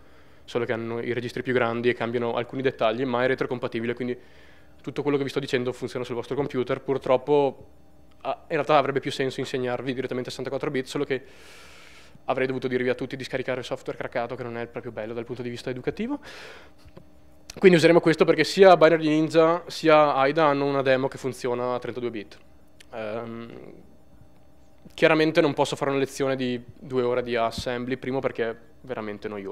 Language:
Italian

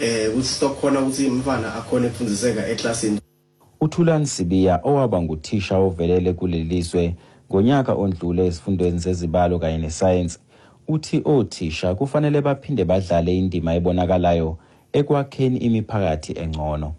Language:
Xhosa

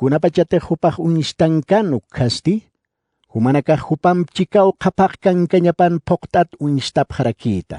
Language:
Aymara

